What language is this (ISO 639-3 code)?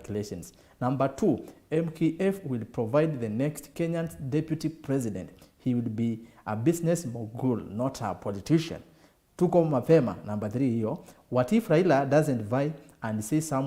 kam